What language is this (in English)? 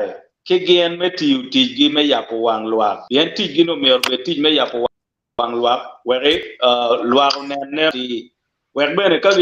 Acoli